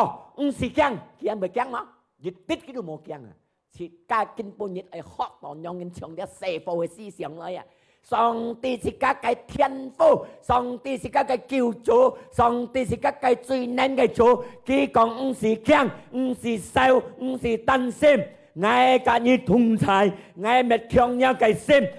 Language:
Hakka Chinese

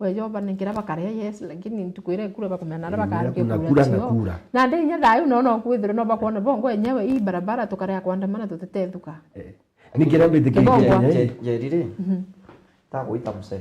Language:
Meru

